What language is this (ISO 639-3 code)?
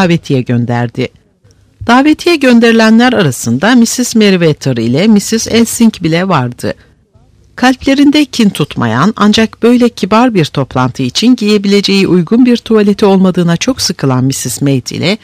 tur